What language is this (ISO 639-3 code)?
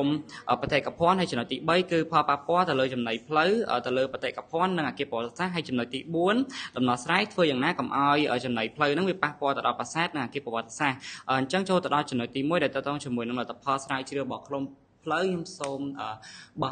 khm